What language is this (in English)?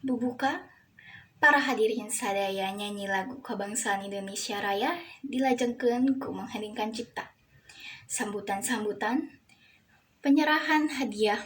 Sundanese